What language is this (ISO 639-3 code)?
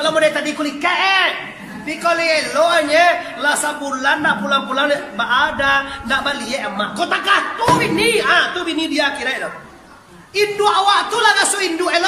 min